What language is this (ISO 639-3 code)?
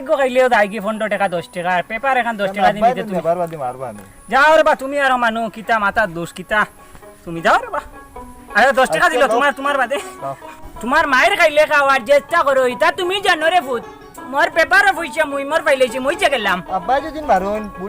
syl